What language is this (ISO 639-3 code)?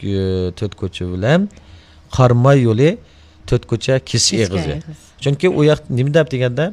uig